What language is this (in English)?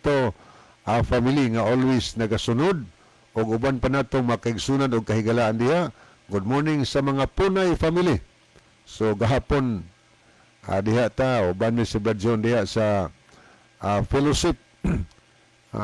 Cebuano